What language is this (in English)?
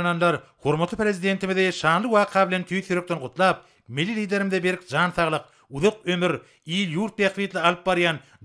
Turkmen